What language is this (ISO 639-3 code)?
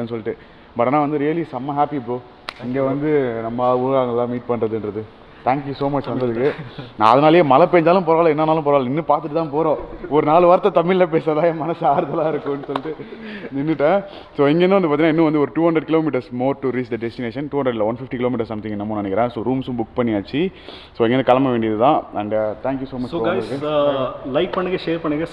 tam